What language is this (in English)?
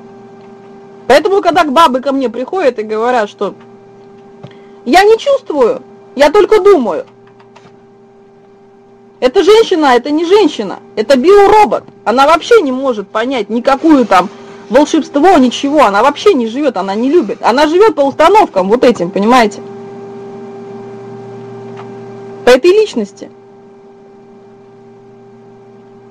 Russian